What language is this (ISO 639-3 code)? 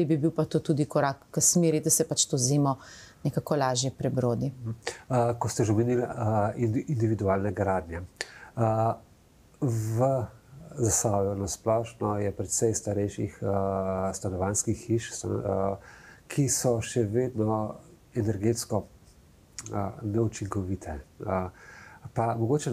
slv